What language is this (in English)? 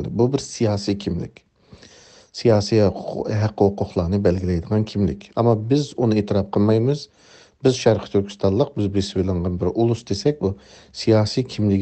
Uyghur